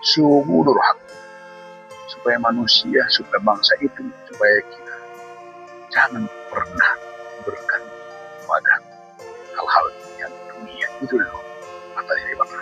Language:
Batak Toba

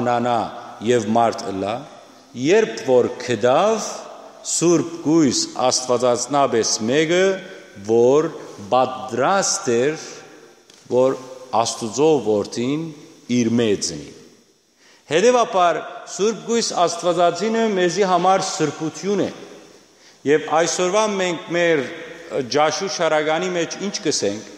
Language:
Western Armenian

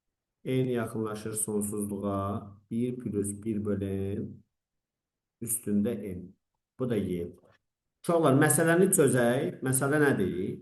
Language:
Azerbaijani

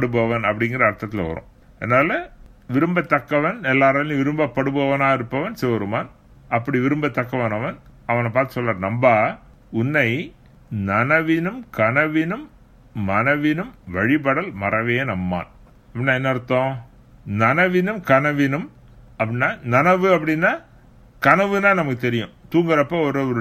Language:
Tamil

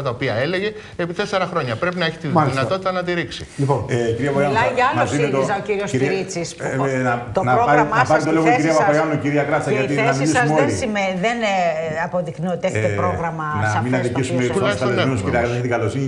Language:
Greek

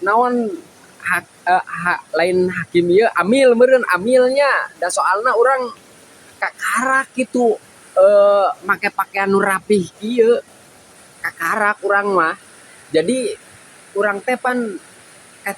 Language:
Sundanese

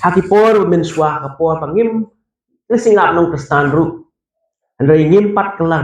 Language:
Khasi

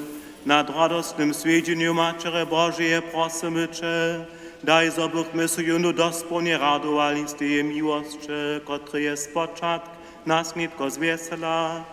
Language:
Upper Sorbian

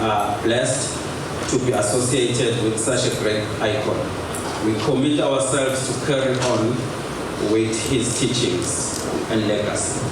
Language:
Zulu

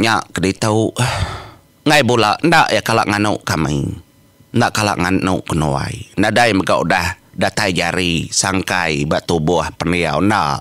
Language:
Iban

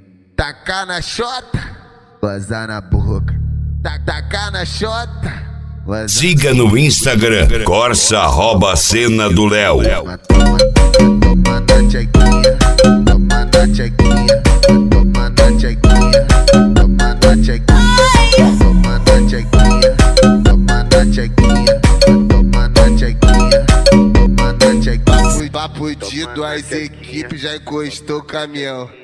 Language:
Portuguese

